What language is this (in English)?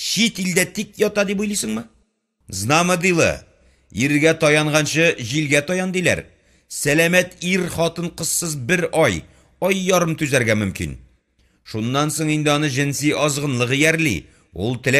Tatar